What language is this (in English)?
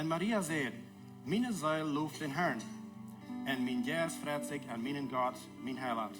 Plautdietsch